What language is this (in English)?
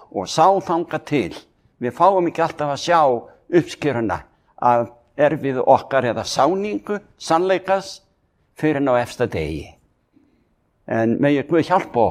Icelandic